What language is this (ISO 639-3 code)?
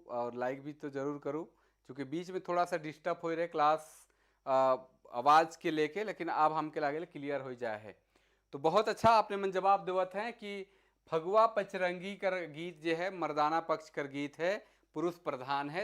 sck